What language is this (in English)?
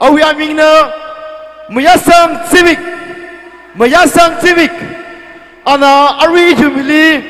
Tangkhul Naga (India)